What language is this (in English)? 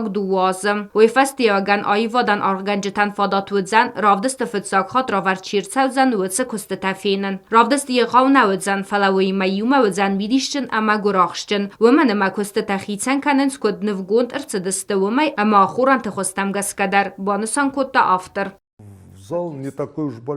Ossetic